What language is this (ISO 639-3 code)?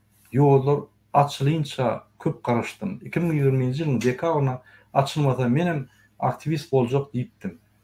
tuk